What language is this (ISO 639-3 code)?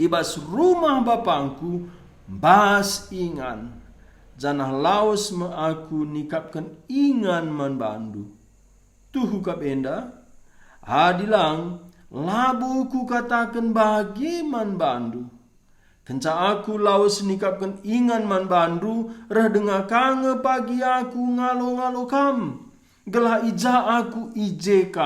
btx